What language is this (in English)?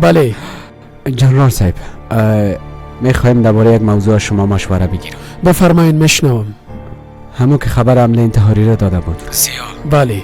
Persian